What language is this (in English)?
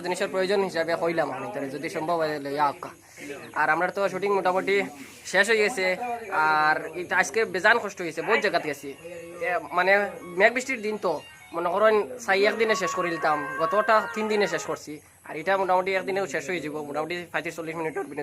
Sylheti